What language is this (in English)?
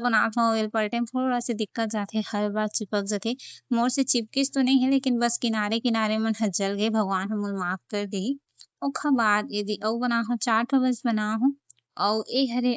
Chhattisgarhi